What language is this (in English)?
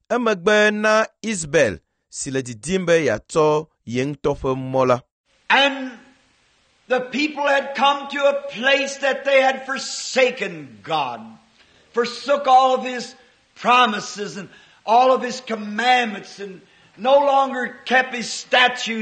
Ewe